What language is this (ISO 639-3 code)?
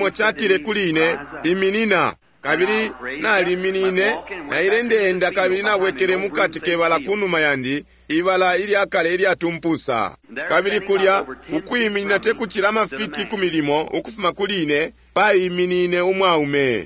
bem